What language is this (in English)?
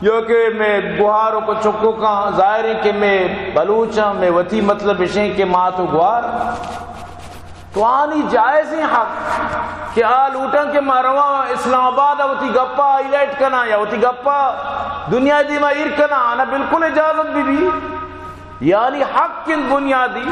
Baluchi